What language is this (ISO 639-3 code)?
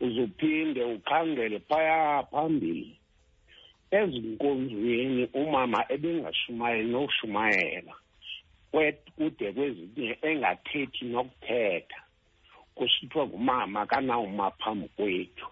xho